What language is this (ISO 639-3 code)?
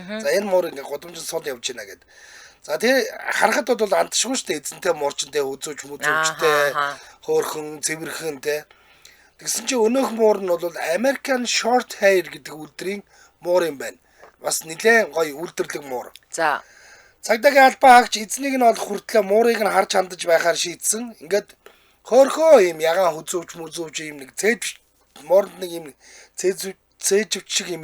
mon